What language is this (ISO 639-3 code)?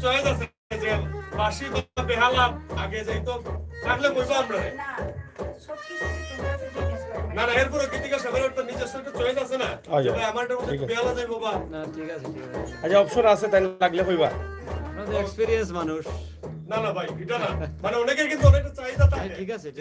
syl